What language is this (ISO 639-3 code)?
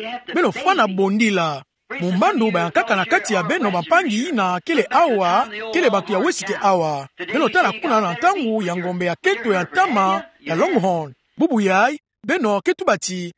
ktu